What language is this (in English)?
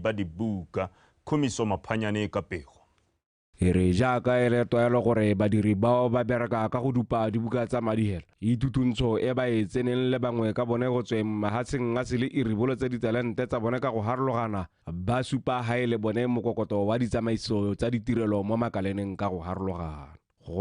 Tswana